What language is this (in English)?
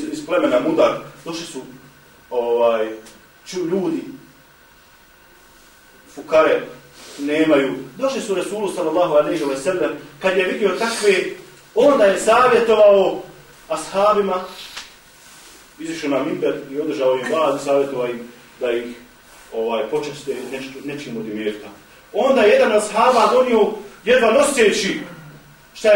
Bosnian